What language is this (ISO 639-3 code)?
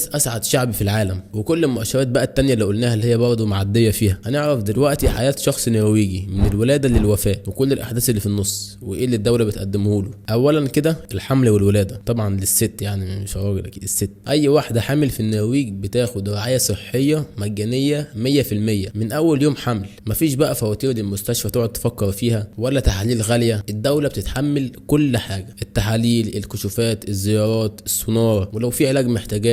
arz